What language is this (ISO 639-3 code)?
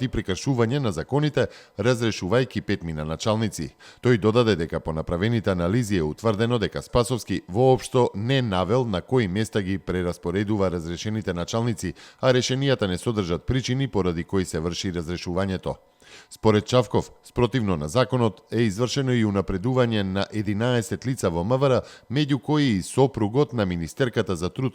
mkd